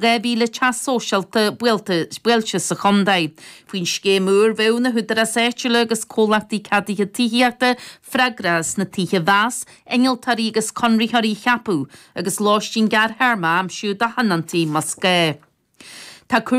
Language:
Irish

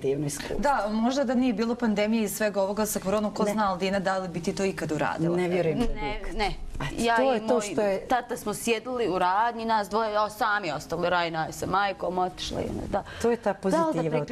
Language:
Bosnian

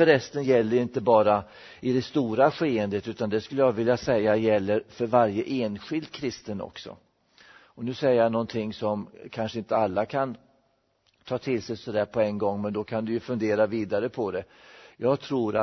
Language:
Swedish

